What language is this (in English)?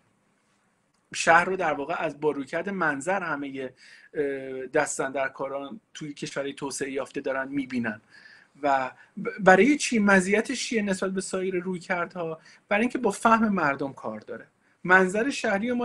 Persian